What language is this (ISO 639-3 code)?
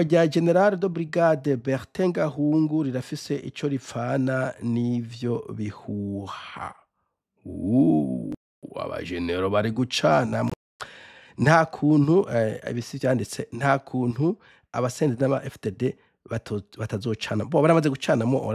run